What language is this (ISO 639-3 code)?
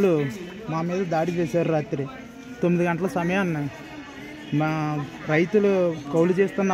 tel